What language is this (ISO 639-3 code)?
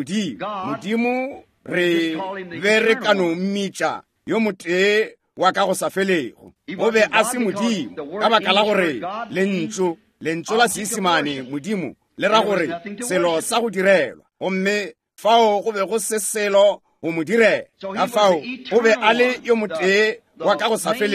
nso